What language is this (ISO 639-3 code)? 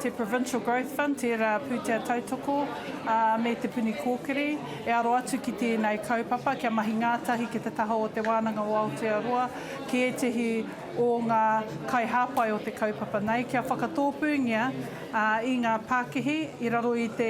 mri